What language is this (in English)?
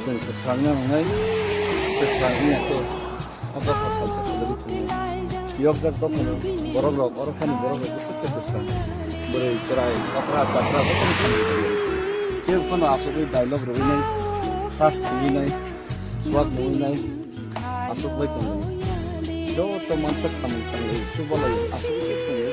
Kok Borok